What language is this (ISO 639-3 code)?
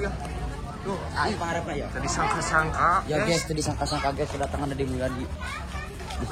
sun